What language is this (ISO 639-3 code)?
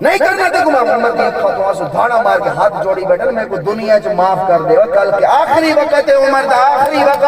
skr